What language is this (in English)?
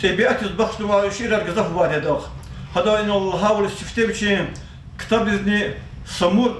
Lezghian